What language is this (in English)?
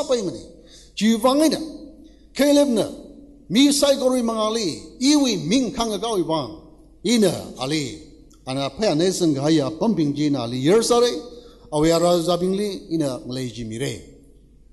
Tangkhul Naga (India)